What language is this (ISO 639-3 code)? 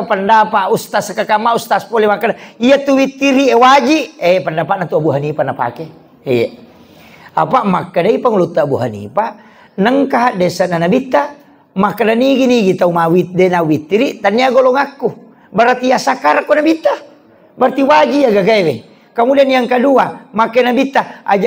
bug